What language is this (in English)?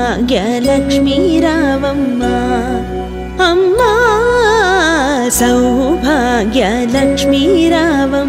Telugu